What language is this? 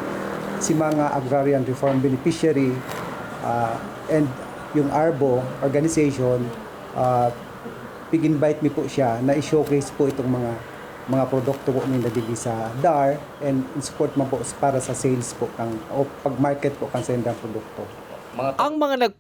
Bikol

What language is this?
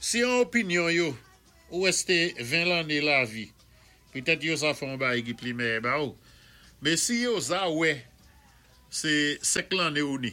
Saint Lucian Creole French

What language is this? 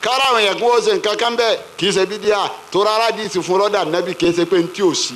Yoruba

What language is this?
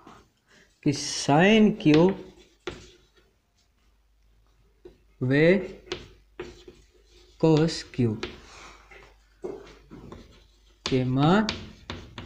Hindi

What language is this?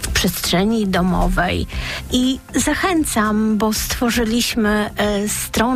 Polish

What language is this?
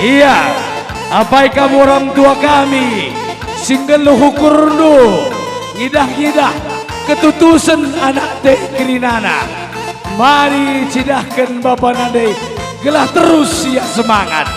Batak Karo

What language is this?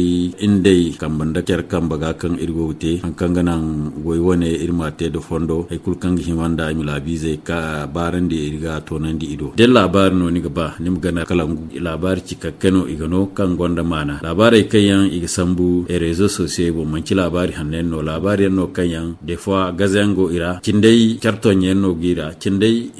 Zarma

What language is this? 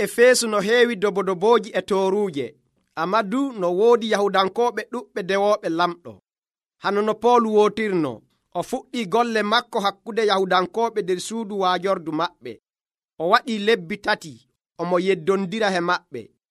Nigerian Fulfulde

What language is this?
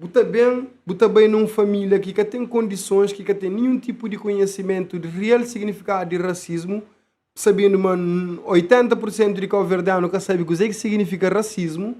Kabuverdianu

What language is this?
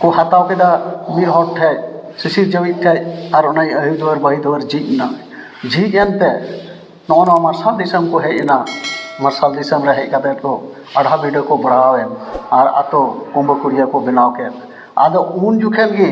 Santali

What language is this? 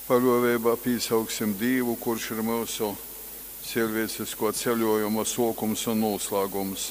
Latgalian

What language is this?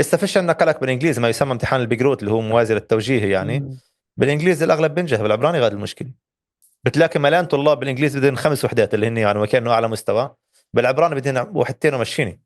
North Levantine Arabic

